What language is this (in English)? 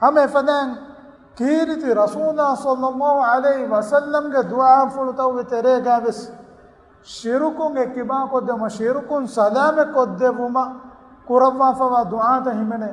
Divehi